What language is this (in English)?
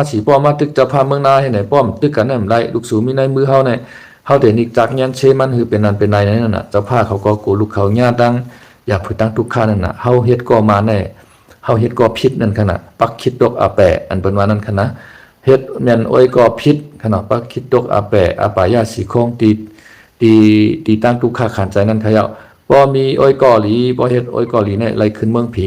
Shan